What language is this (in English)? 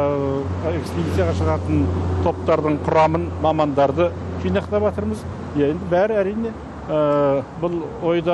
Kazakh